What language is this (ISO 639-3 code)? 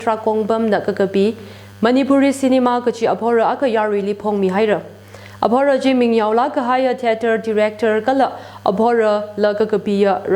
nmf